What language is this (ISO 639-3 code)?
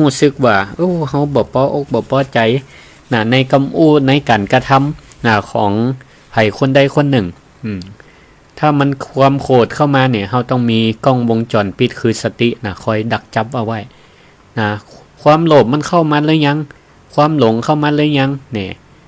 nod